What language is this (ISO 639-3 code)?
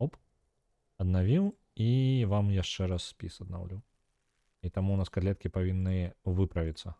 bel